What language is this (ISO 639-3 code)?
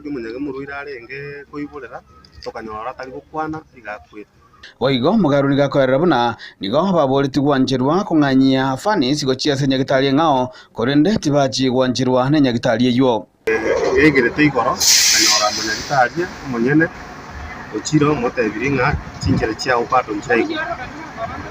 guz